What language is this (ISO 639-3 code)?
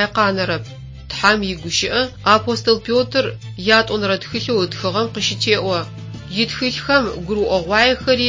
ady